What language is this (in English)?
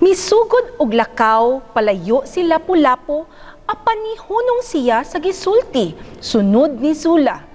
Cebuano